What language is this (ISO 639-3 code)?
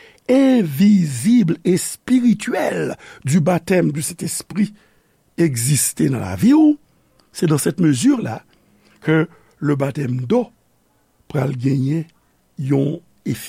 hat